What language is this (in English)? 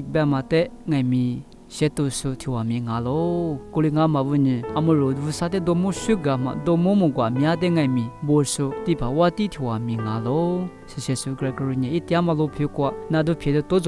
Lisu